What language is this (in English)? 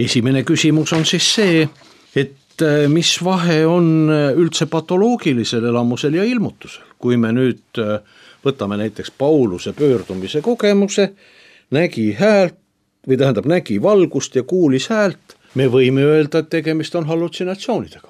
Estonian